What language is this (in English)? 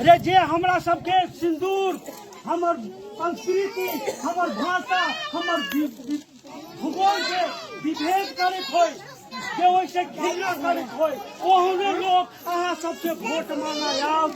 Maithili